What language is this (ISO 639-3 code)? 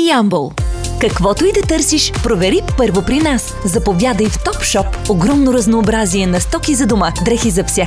bul